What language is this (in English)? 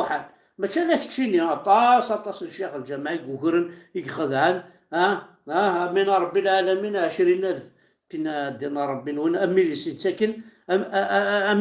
Kabyle